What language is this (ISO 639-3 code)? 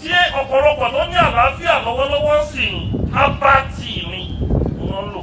yor